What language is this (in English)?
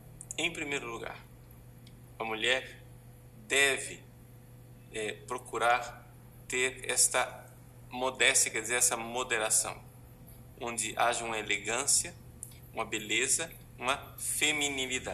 Portuguese